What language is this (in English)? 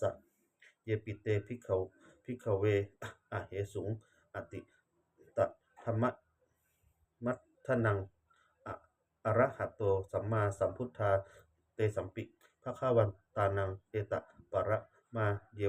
Pali